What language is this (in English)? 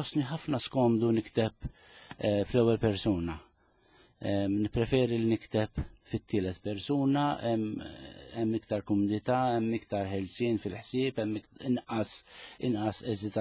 Maltese